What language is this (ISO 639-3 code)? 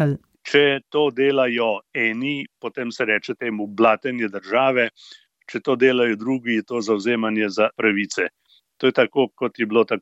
slv